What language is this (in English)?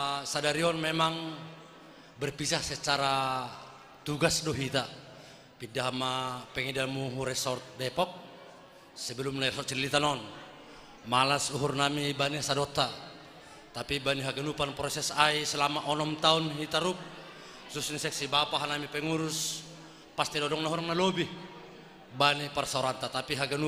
Batak Simalungun